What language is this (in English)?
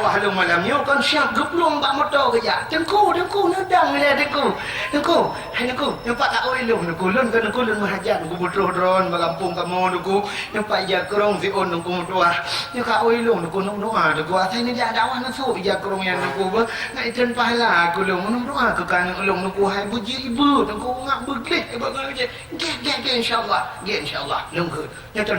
Achinese